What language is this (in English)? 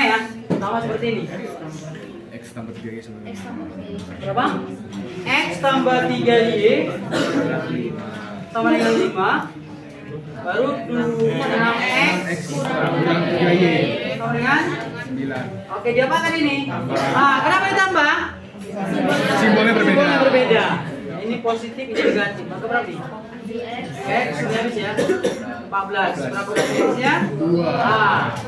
Indonesian